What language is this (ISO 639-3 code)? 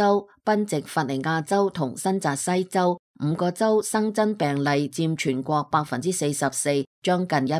yue